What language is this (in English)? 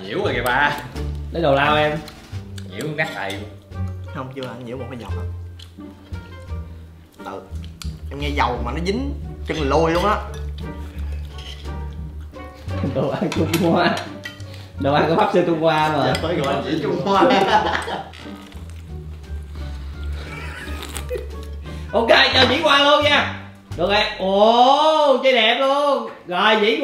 Vietnamese